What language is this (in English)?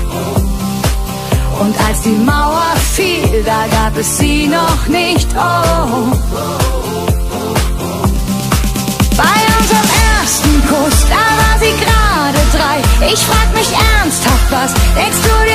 German